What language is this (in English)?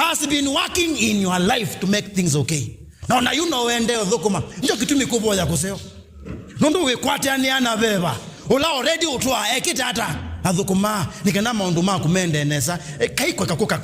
Kamba